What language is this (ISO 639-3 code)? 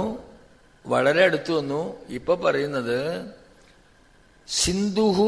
mal